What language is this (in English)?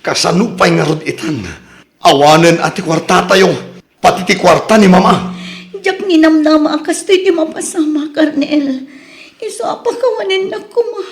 Iloko